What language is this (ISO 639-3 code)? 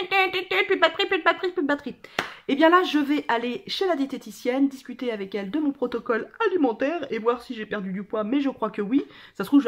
fra